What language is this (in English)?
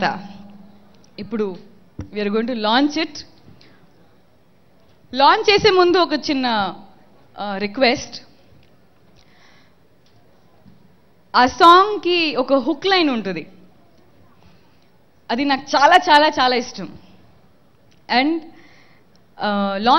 Telugu